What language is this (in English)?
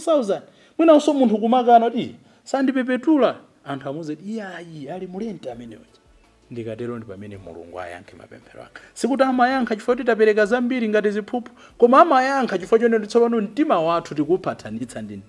Nyanja